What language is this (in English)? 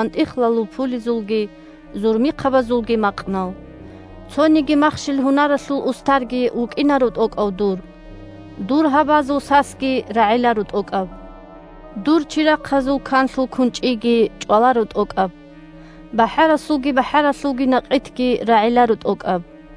Avaric